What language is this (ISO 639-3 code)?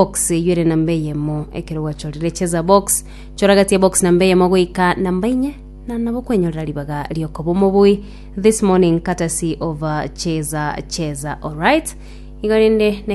guz